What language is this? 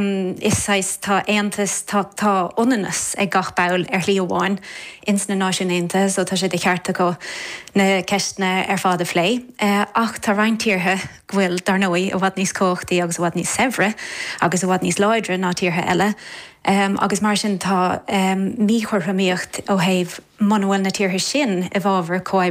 Irish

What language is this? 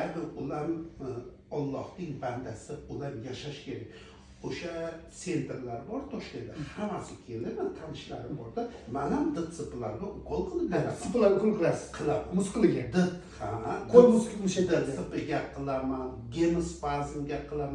Uzbek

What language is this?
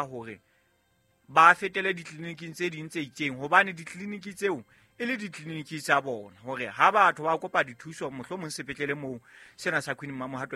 Southern Sotho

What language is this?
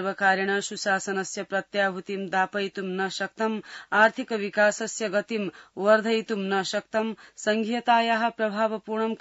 Sanskrit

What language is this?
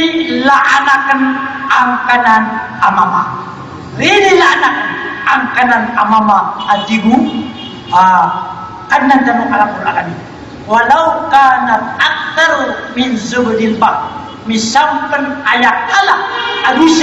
Maranao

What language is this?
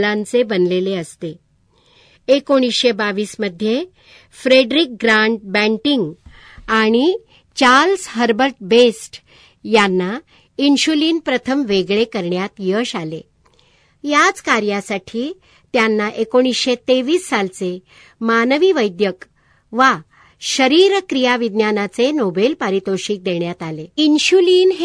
Marathi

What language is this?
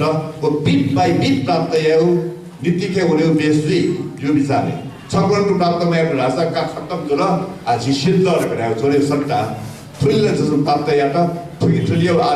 Newari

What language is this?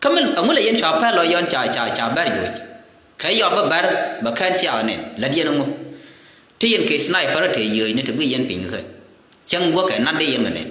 Nuer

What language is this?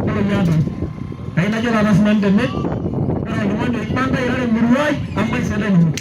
Masai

